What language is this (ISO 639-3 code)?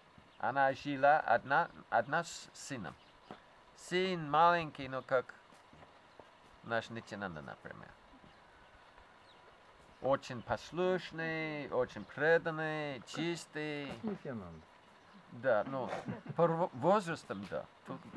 rus